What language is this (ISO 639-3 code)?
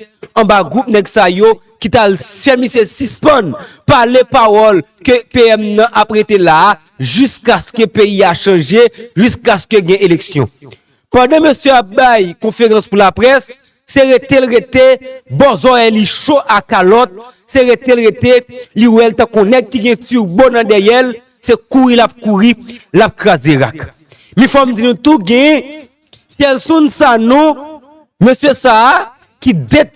hat